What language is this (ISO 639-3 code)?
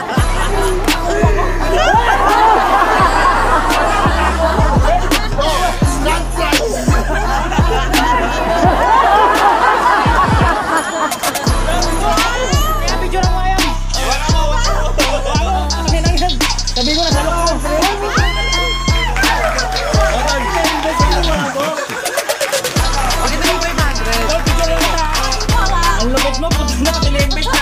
fil